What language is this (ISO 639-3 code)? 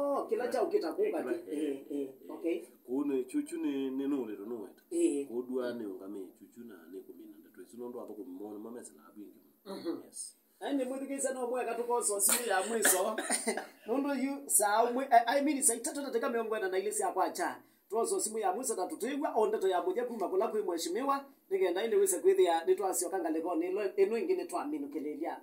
kam